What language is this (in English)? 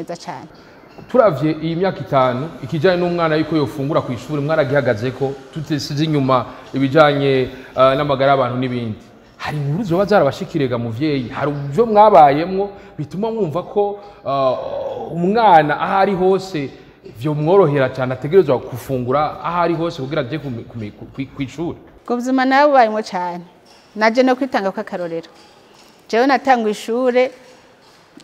Rundi